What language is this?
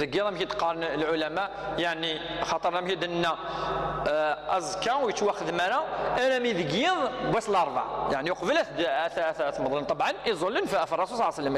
Kabyle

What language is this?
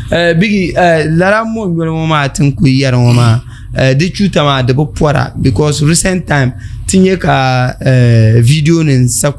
Dagbani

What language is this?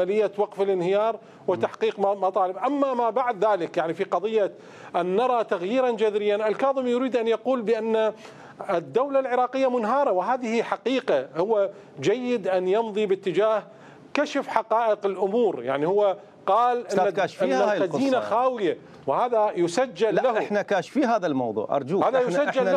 Mesopotamian Arabic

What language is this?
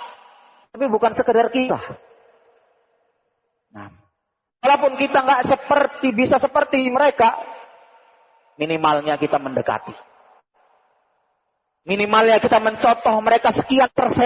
Indonesian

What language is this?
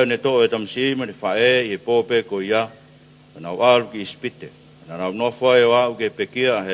Tongan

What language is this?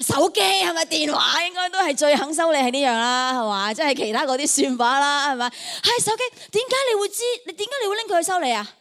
Cantonese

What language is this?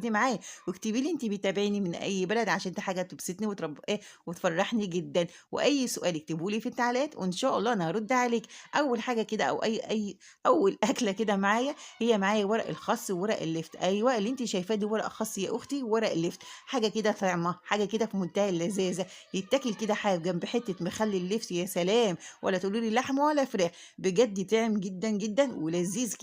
Egyptian Arabic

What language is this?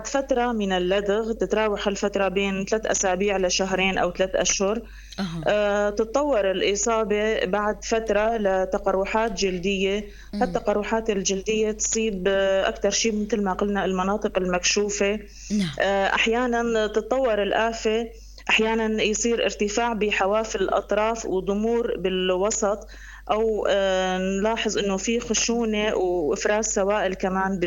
North Levantine Arabic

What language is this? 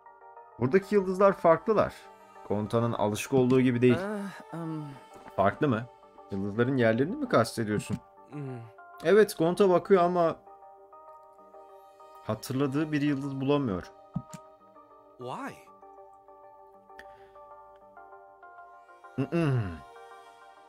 Turkish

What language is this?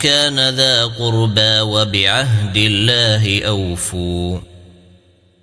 Arabic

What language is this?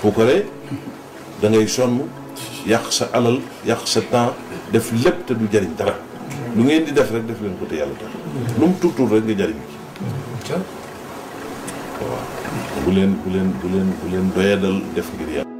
Wolof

